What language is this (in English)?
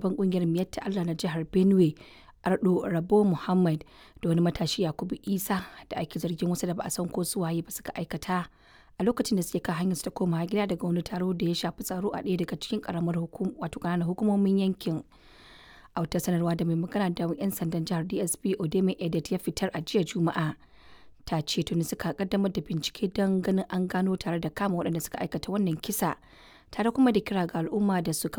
Hausa